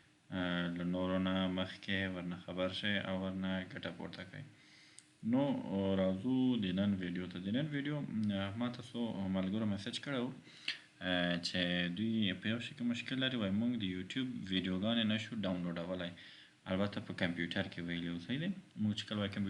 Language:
Pashto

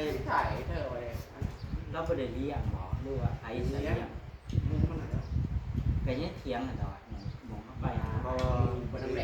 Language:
Northeastern Thai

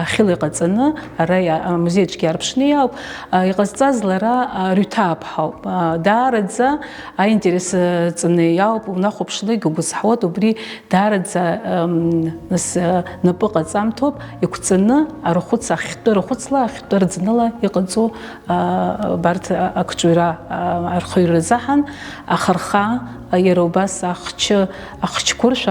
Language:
Abkhazian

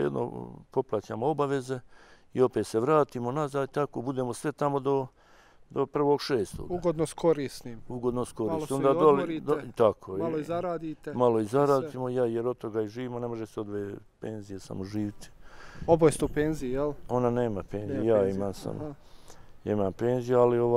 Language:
Bosnian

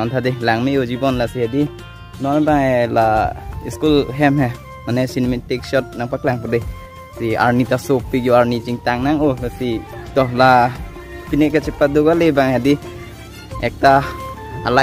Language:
Karbi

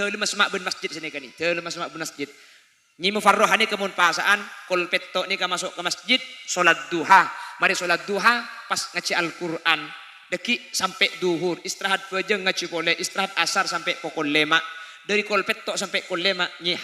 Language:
Madurese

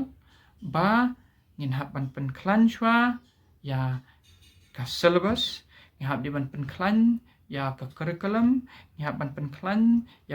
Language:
Khasi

